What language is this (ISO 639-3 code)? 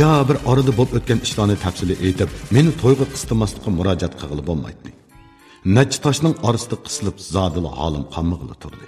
uig